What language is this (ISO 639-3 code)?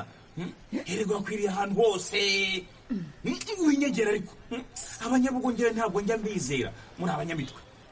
kin